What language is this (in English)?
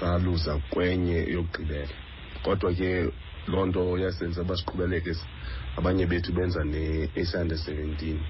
Xhosa